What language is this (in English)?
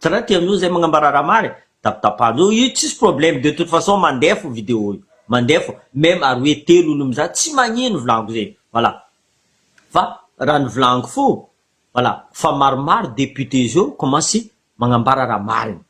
Malagasy